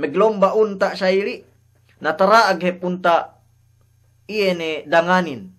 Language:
Yakan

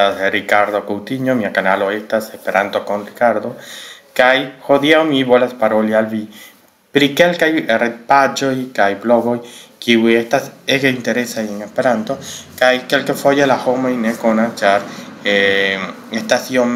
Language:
Esperanto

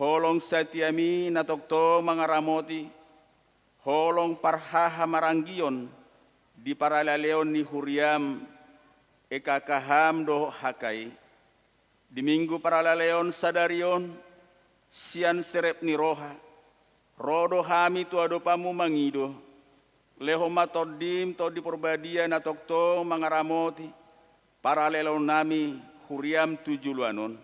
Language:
Batak Toba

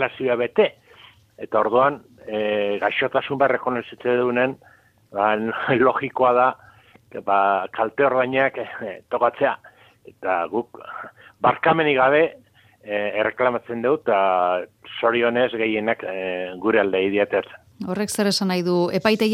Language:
Basque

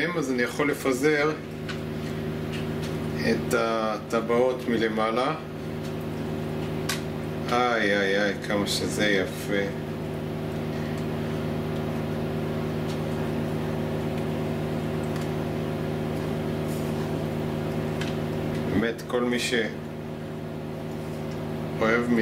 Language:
Hebrew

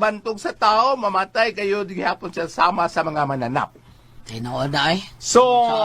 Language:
Cebuano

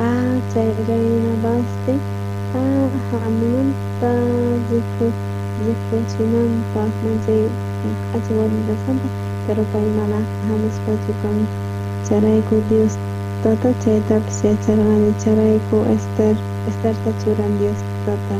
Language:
South Bolivian Quechua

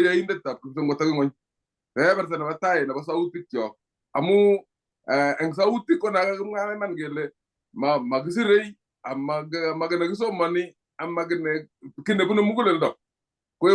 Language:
Kalenjin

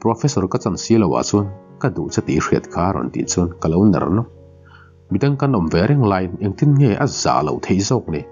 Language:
Mizo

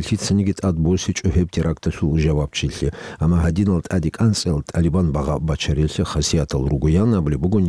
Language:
Avaric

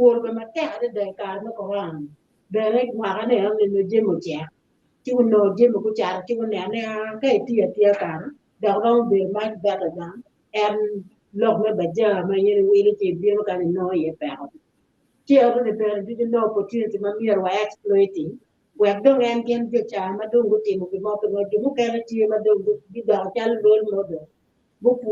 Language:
Acoli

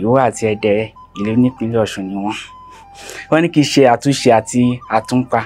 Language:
Yoruba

